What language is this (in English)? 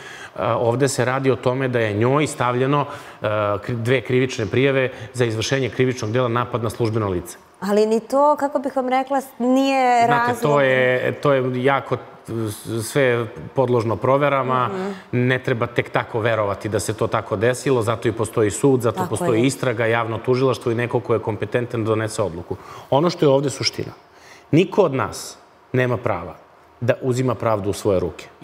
Serbian